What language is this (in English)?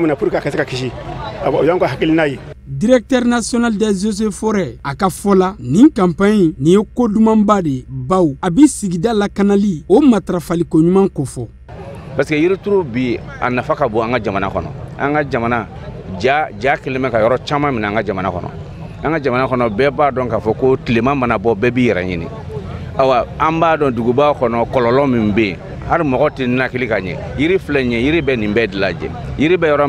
Bambara